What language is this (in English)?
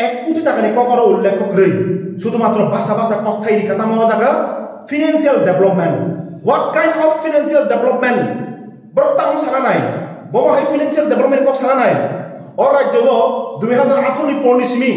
Kok Borok